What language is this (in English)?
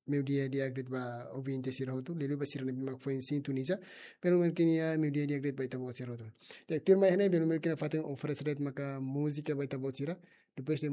Tetum